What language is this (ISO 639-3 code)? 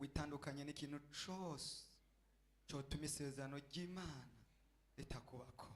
run